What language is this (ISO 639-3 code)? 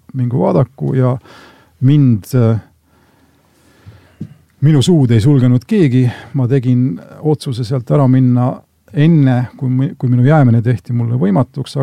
est